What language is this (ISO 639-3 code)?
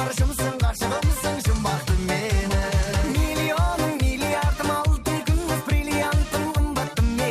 kaa